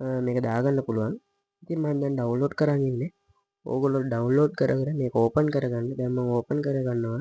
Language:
Sinhala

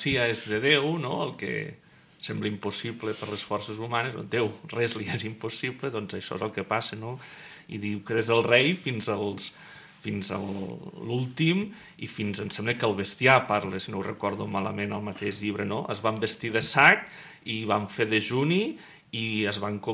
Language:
Catalan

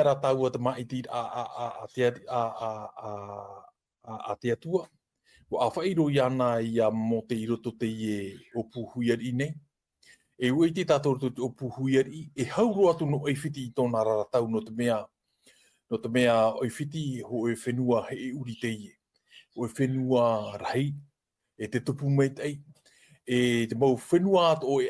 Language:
Tahitian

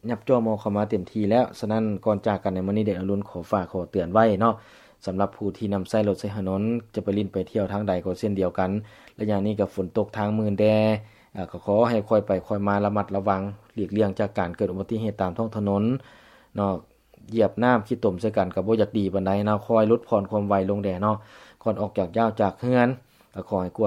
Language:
Lao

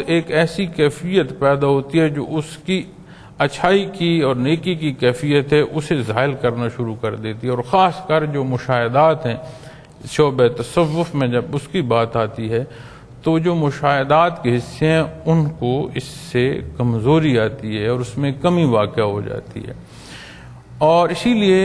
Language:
Urdu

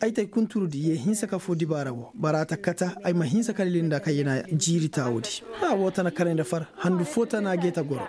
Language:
Koyraboro Senni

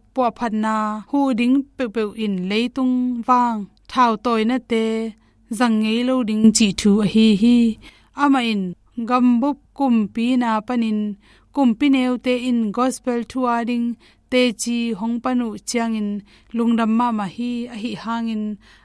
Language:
Tedim Chin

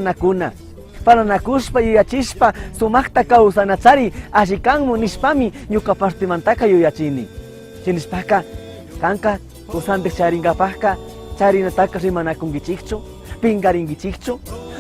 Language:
Chimborazo Highland Quichua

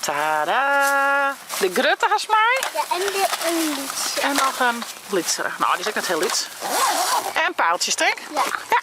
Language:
Western Frisian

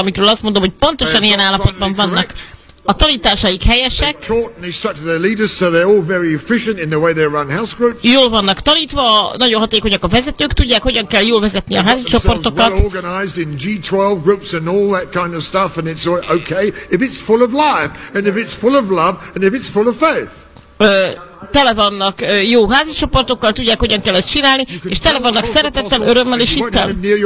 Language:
Hungarian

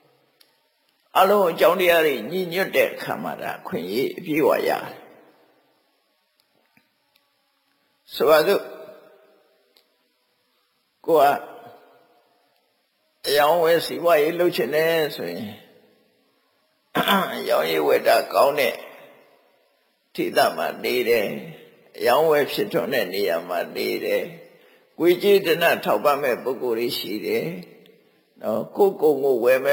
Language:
Burmese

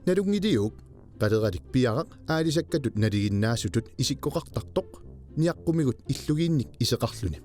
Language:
Kalaallisut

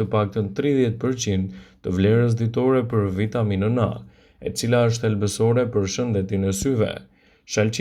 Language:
Albanian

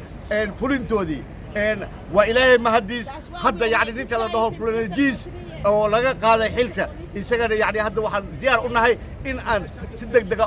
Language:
Somali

